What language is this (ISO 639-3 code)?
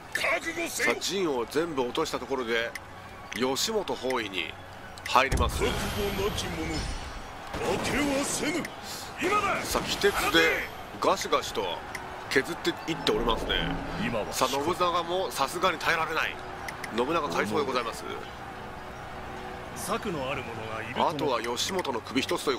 jpn